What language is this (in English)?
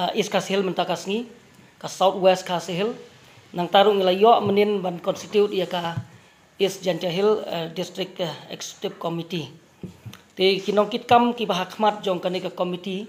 Khasi